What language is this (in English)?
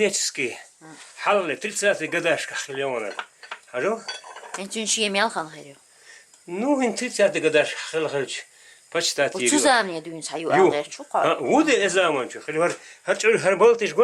Chechen